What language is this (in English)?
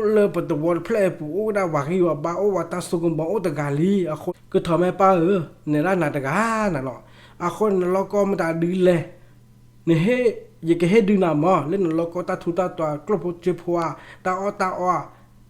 S'gaw Karen